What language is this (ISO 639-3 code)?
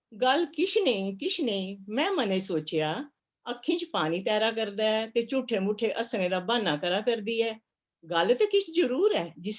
doi